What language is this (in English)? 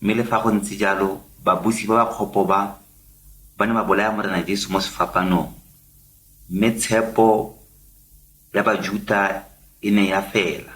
Tswana